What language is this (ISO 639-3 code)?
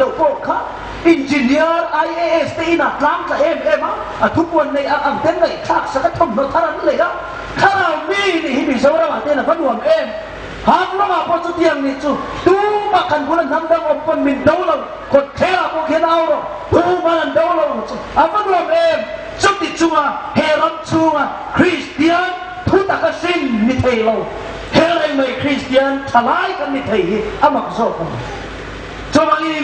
hmr